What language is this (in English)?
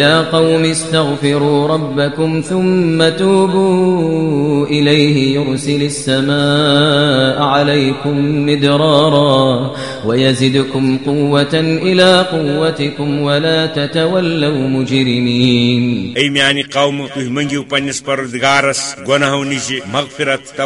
Kashmiri